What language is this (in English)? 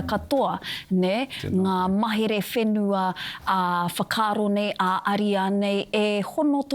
Māori